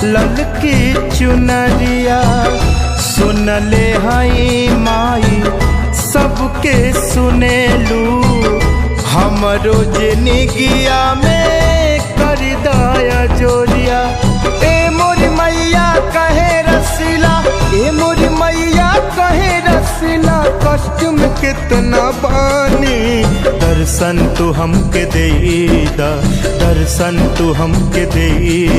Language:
Bhojpuri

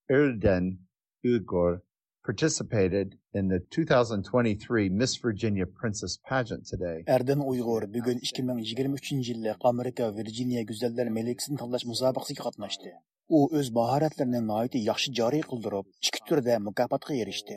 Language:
Uyghur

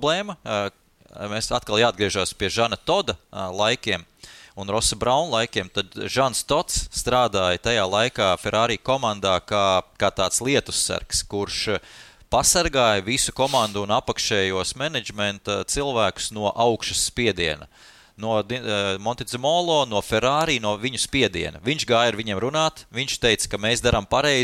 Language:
Latvian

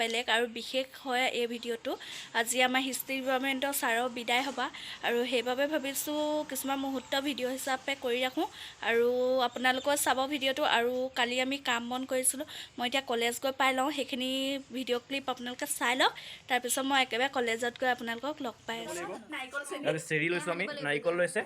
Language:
Assamese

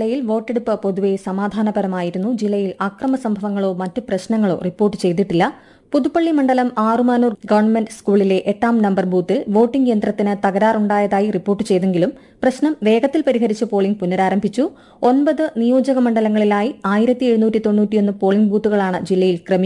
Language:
Malayalam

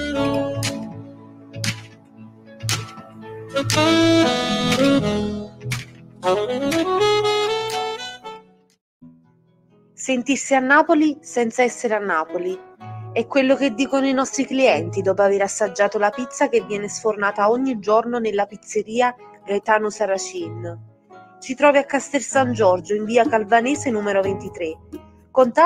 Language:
Italian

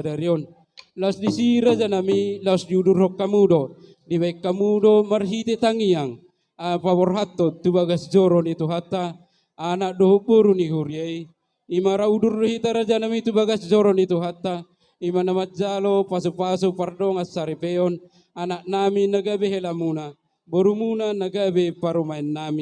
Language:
Batak Toba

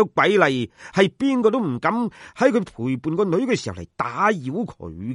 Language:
Cantonese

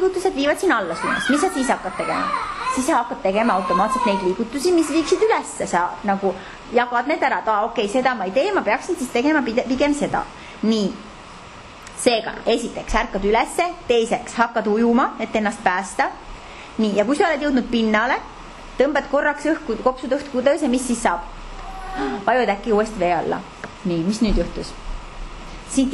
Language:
Estonian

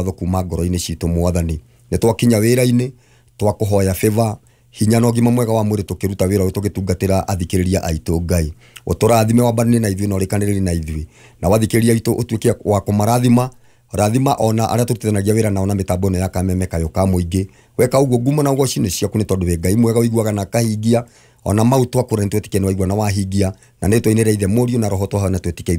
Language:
Kikuyu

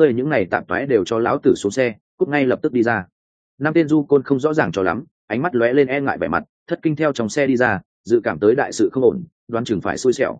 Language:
Vietnamese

